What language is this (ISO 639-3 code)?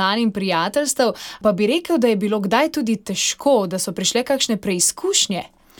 slv